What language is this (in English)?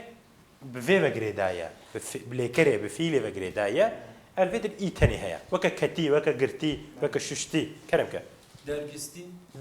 Kurdish